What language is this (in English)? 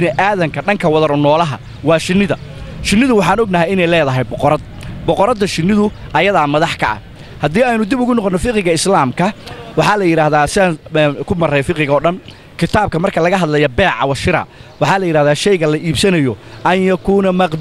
Somali